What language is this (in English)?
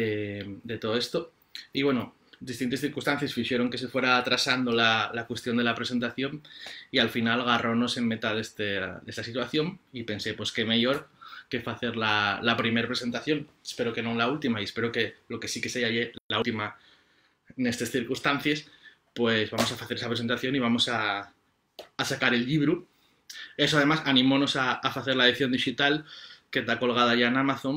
Asturian